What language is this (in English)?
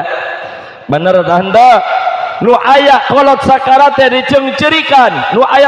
Sundanese